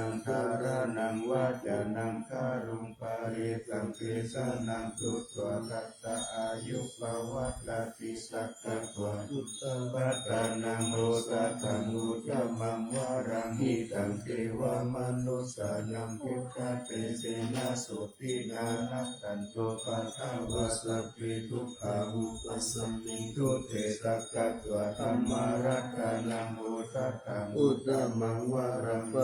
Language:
Pali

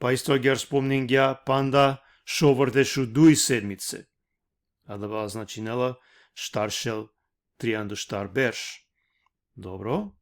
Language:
Balkan Romani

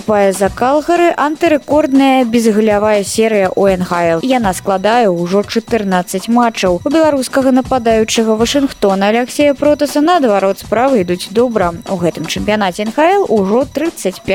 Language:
Belarusian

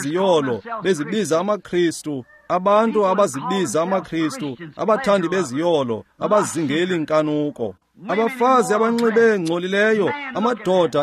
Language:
Xhosa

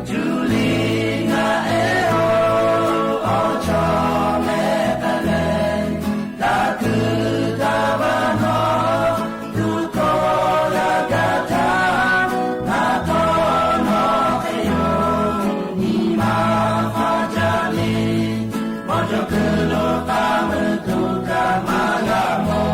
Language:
Lahu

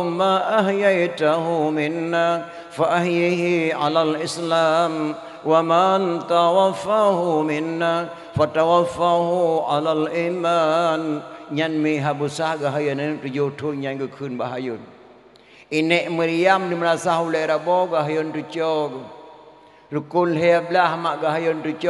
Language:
Achinese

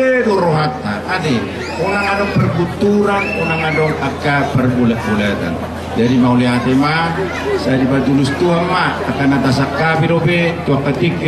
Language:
Batak Toba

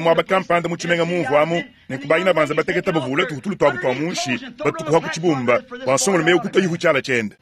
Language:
Luba-Lulua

